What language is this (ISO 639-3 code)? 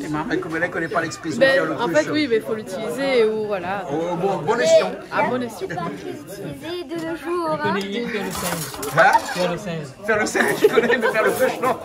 rcf